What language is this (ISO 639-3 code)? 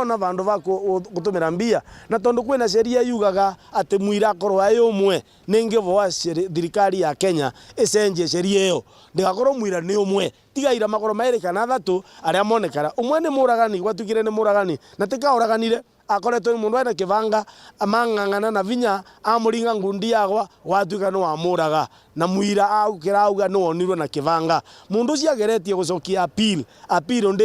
mer